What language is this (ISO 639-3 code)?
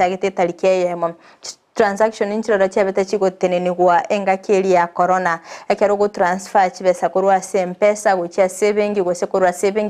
guz